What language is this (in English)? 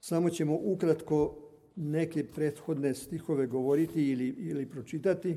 Serbian